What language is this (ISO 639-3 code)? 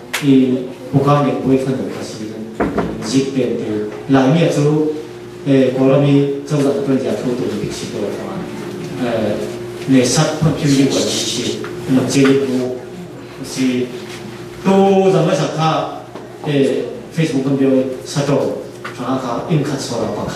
cfm